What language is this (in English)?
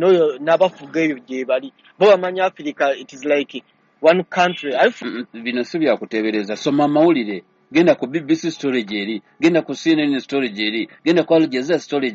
Ganda